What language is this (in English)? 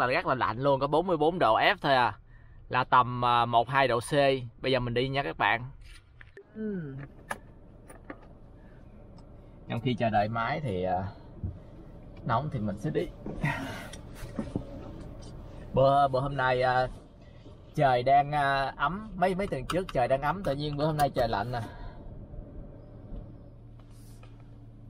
Vietnamese